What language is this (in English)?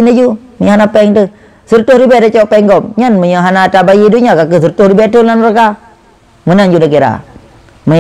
Achinese